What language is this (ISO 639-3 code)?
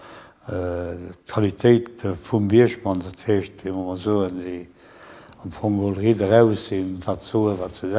ltz